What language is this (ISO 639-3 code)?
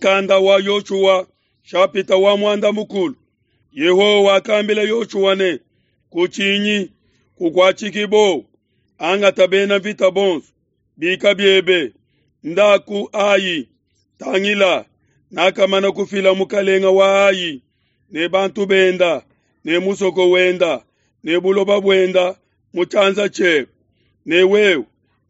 lua